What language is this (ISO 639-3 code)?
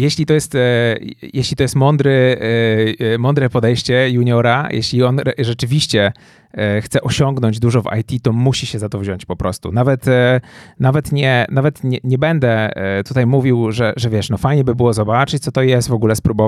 pol